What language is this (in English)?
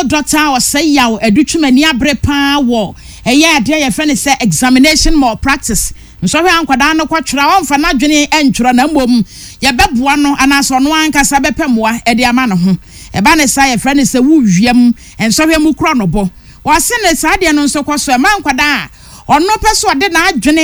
Akan